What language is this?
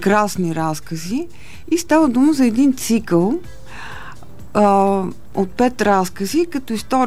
Bulgarian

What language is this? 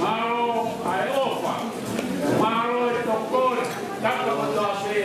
Tongan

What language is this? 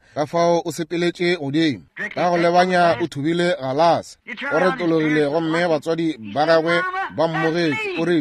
Northern Sotho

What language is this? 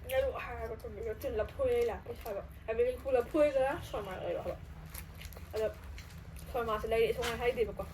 Manipuri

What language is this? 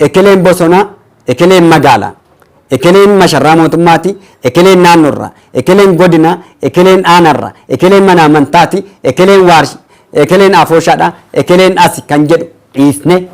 Oromo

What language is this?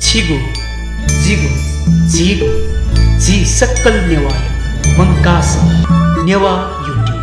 Newari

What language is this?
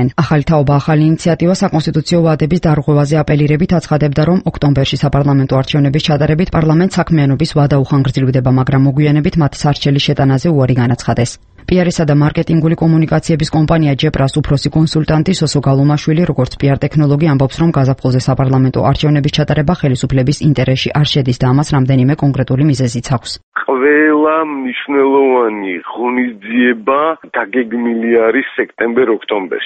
Georgian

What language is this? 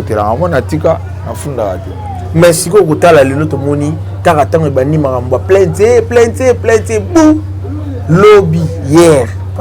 Lingala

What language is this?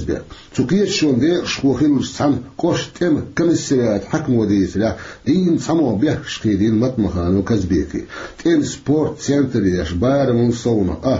Chechen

